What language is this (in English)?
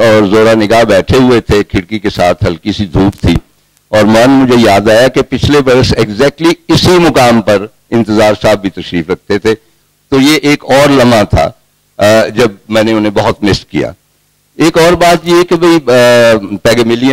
Urdu